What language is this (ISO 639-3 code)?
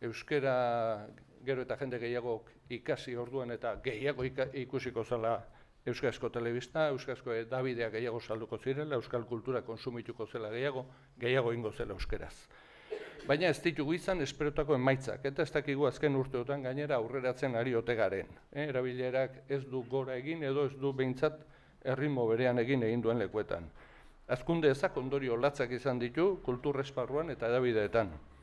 eus